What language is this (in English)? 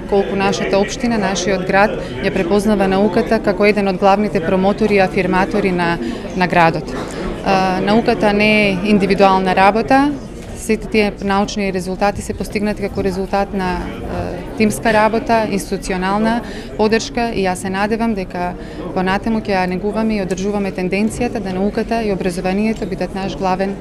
Macedonian